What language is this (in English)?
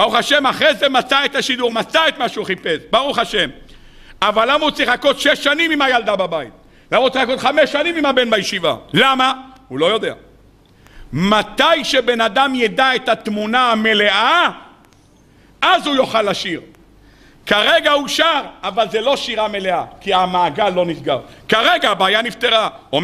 Hebrew